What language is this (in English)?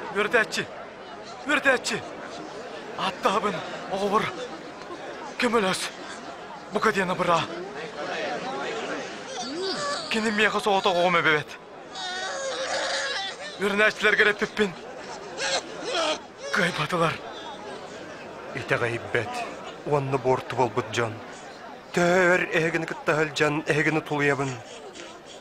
Yakut